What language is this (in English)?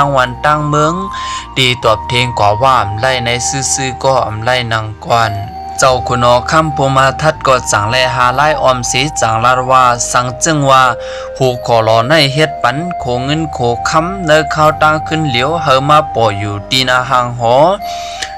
Shan